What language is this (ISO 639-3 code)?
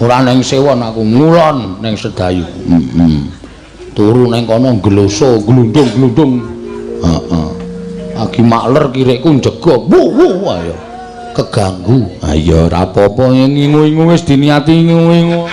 jav